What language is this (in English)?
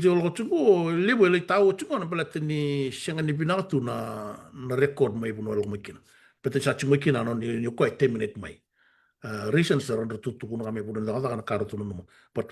Fijian